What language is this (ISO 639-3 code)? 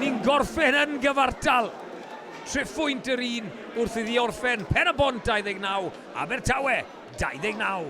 cym